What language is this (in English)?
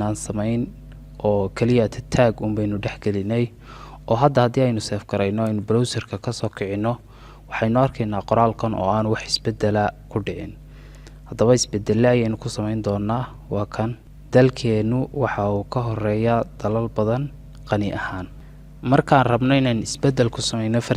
Somali